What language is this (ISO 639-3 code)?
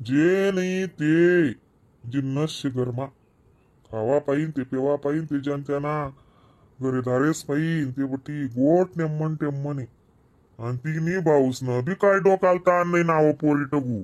khn